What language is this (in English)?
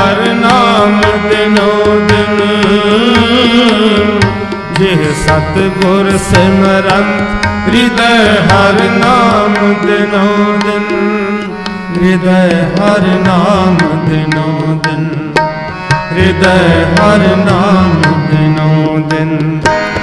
Punjabi